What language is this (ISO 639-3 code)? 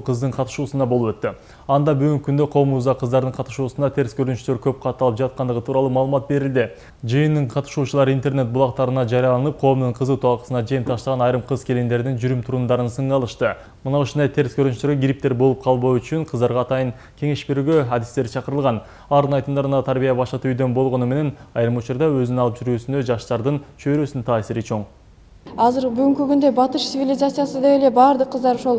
kir